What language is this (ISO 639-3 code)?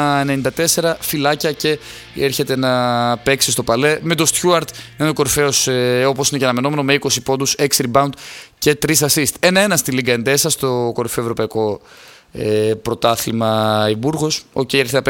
ell